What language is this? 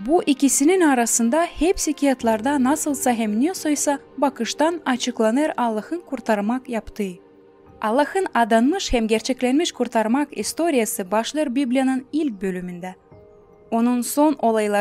Gagauz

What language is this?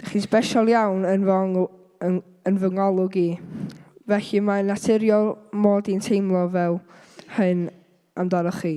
Welsh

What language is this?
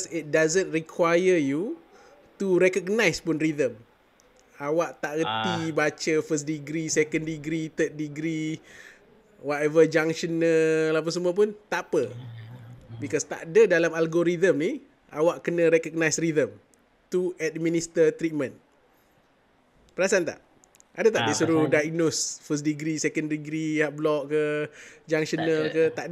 Malay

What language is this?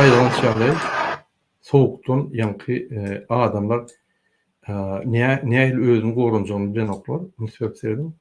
Turkmen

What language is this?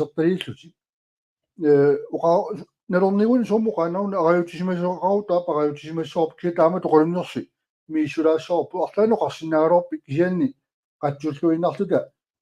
Kalaallisut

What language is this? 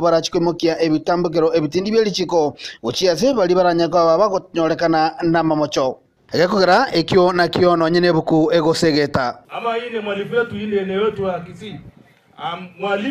Gusii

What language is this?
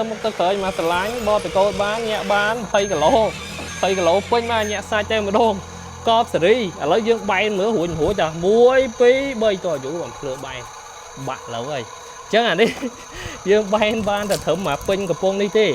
Khmer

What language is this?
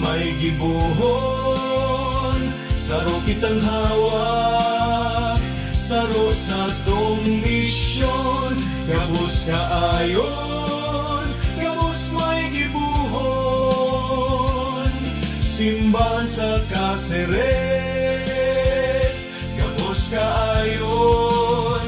Bikol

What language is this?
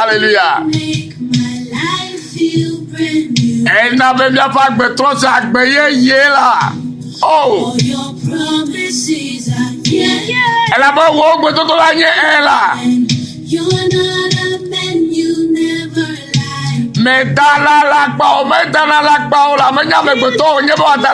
Ewe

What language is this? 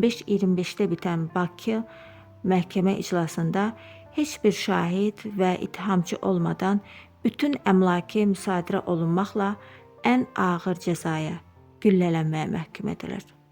Azerbaijani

